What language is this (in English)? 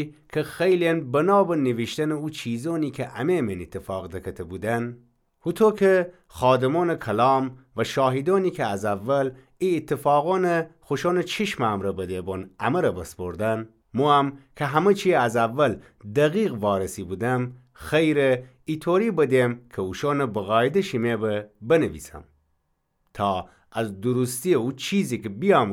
Gilaki